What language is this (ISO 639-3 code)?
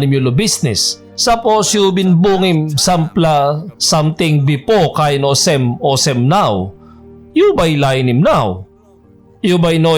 tpi